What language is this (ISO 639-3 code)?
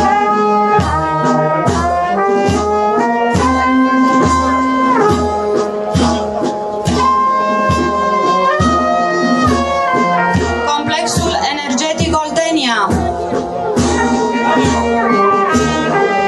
ron